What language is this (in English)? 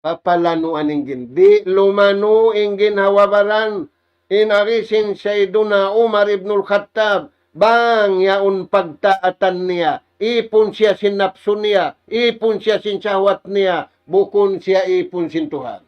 Tausug